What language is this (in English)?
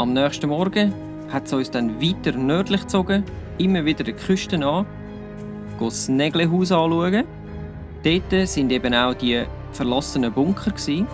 Swiss German